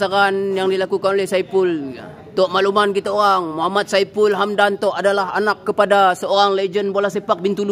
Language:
Malay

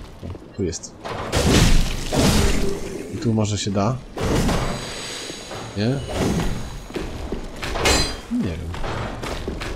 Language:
Polish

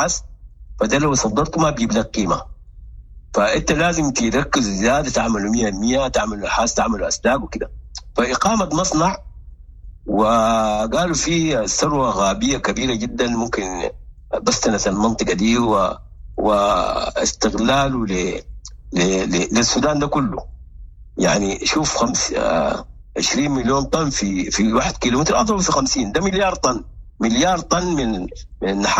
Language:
Sudanese Arabic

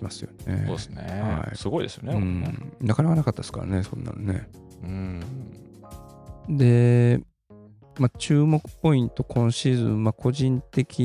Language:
Japanese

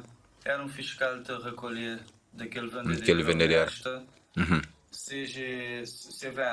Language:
Kabuverdianu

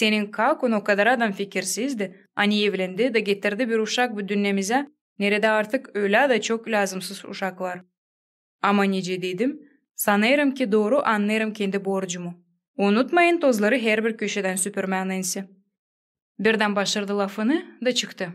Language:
Gagauz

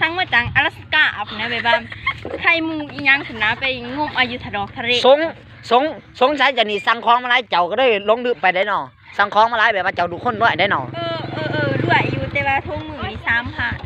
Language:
Lao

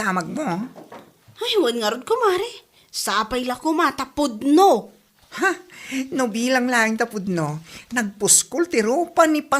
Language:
Iloko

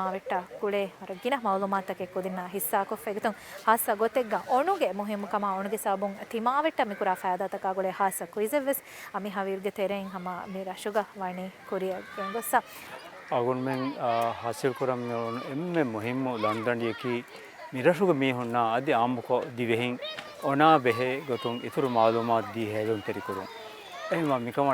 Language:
Divehi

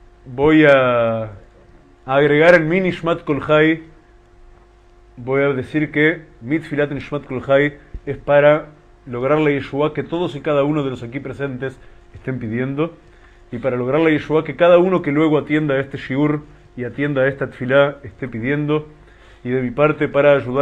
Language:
Spanish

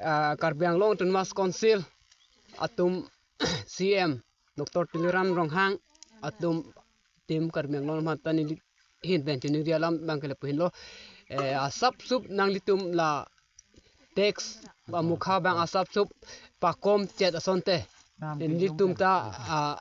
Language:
Karbi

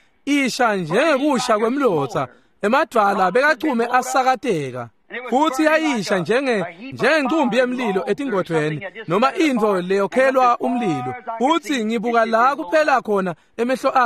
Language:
Swati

